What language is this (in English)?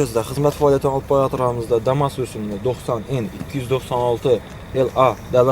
Uzbek